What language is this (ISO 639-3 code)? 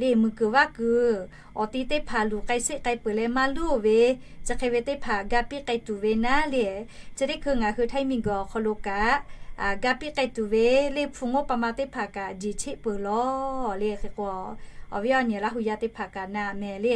lhu